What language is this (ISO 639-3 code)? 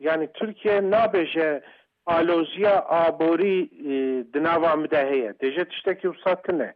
kur